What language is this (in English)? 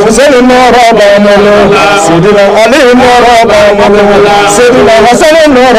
Bambara